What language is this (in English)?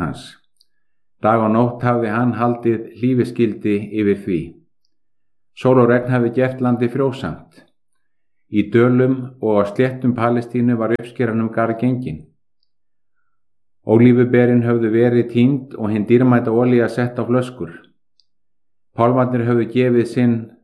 Icelandic